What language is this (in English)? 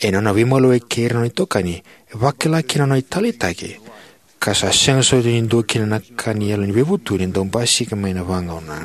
Fijian